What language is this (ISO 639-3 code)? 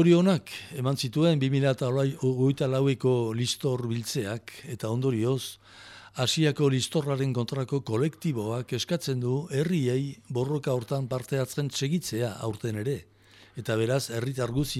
eus